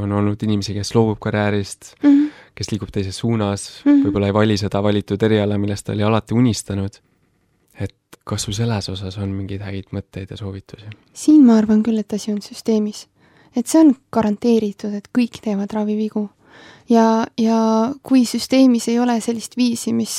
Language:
Estonian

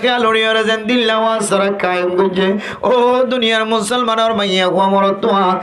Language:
Rohingya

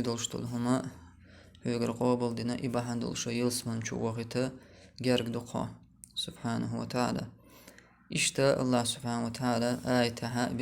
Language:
Chechen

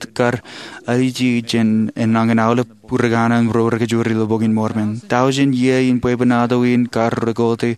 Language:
Marshallese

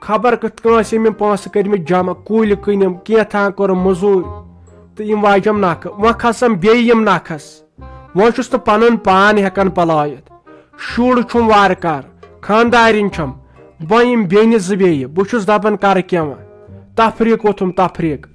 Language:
Kashmiri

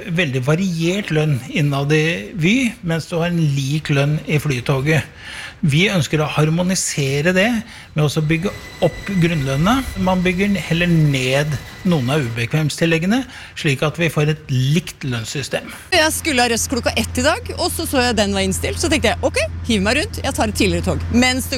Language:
Norwegian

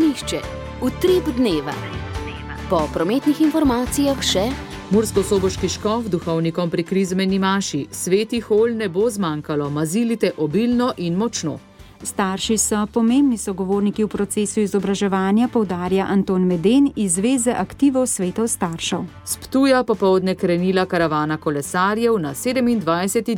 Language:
Slovenian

